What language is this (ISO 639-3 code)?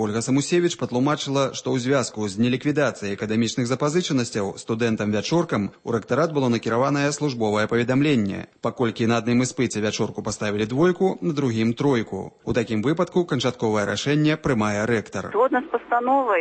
bel